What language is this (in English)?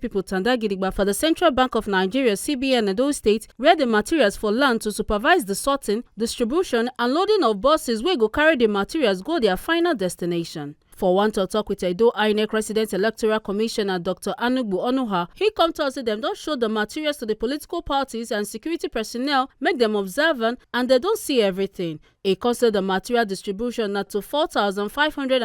Nigerian Pidgin